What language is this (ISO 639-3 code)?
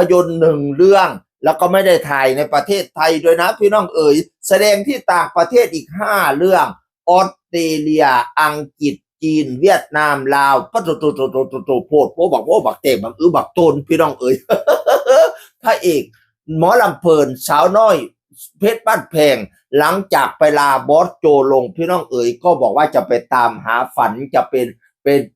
tts